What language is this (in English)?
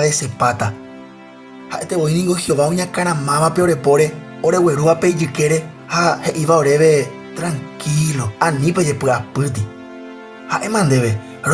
Guarani